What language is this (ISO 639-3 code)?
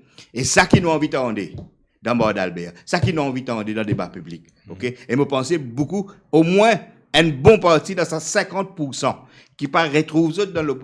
mfe